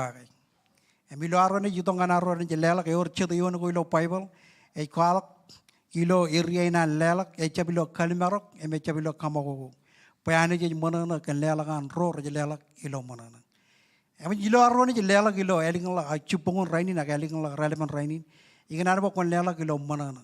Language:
Marshallese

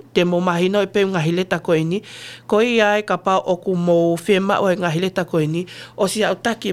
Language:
Tongan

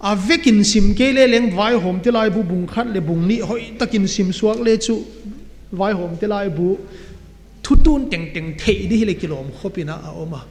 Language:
Paite Chin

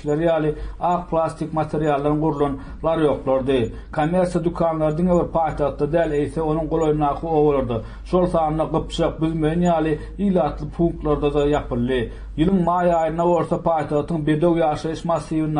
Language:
Turkmen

